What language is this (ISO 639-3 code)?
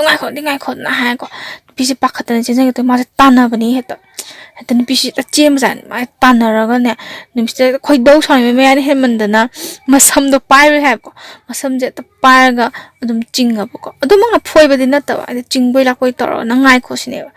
mni